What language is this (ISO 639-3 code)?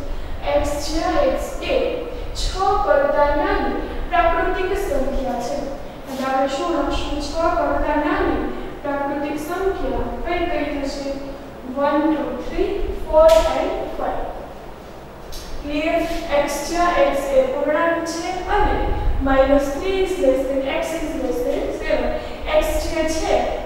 guj